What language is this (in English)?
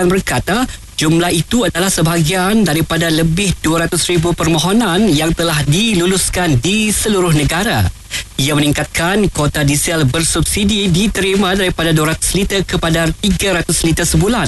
Malay